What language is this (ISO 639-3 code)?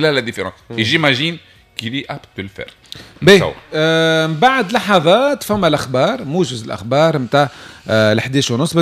aeb